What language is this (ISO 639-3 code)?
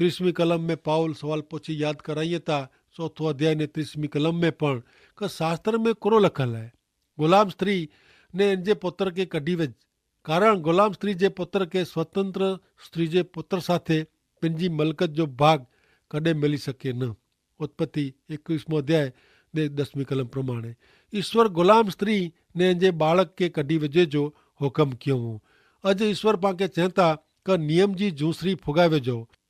kfr